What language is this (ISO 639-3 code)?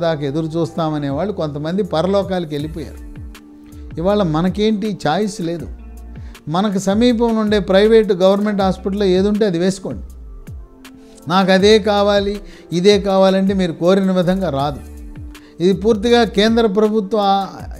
tel